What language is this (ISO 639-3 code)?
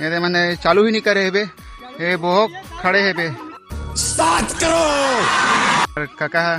hne